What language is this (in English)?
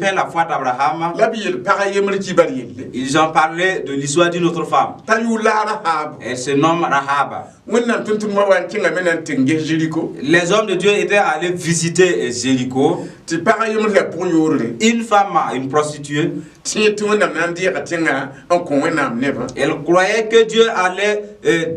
Mossi